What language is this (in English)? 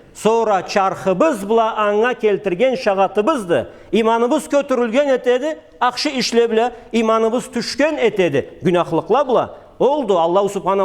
Karachay-Balkar